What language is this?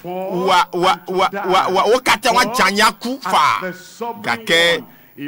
Ewe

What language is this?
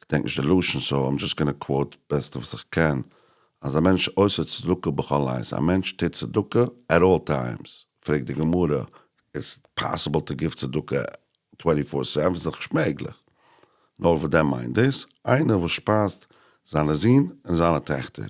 Yiddish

